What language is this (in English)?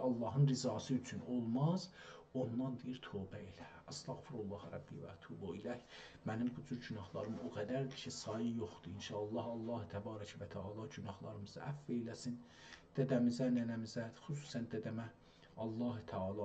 South Azerbaijani